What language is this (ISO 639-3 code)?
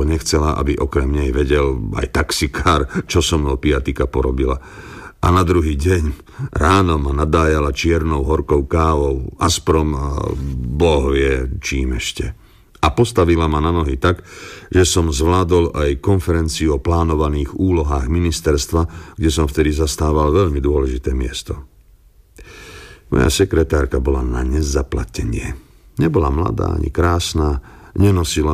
slk